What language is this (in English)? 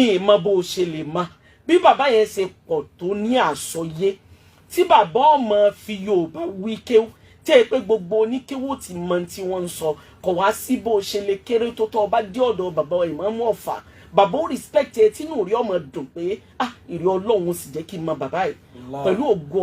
Yoruba